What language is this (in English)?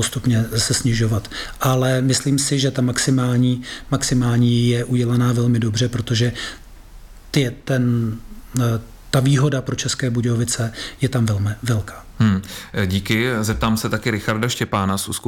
Czech